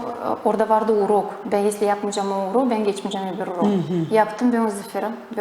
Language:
Gagauz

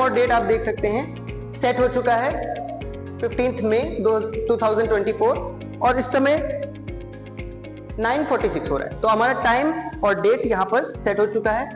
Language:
Hindi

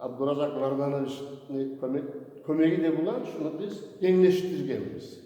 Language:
Kumyk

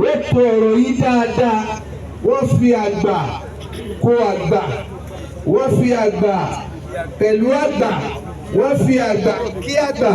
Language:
Yoruba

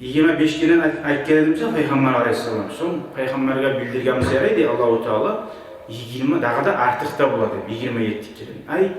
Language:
Kumyk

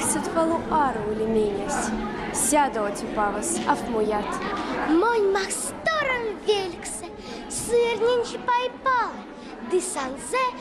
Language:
Erzya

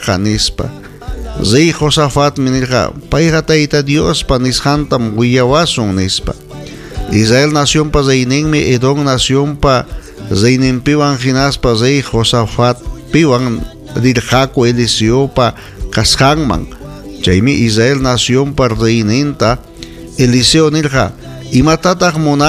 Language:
Ayacucho Quechua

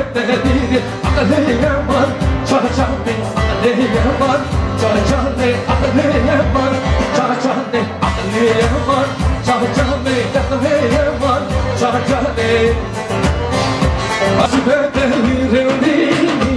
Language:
Turkish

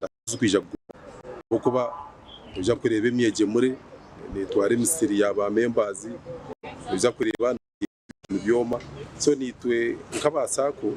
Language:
Nyankole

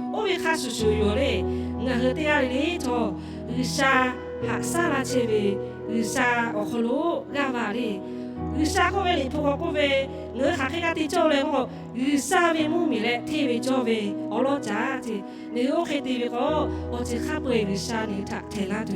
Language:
Lahu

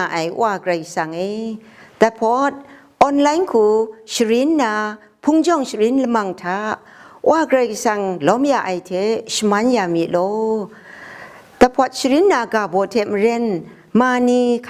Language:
Kachin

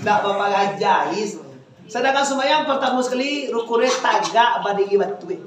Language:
Minangkabau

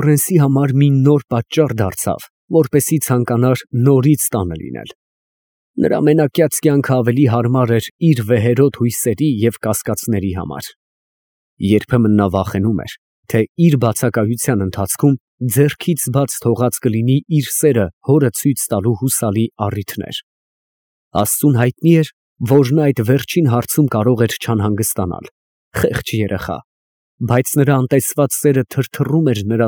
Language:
Armenian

